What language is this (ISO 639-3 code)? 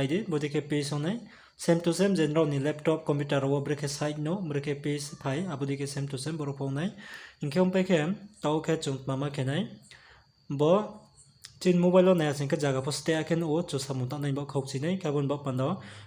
ria